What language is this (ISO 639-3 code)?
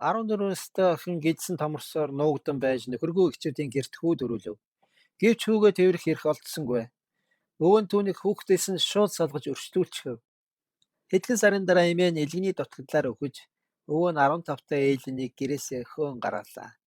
mon